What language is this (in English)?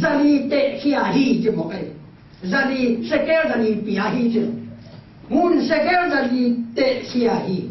Tedim Chin